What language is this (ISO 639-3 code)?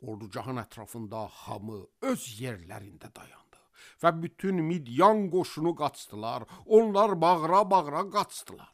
aze